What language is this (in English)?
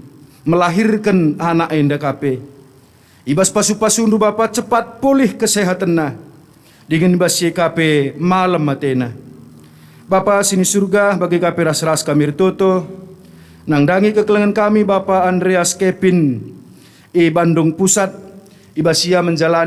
Batak Karo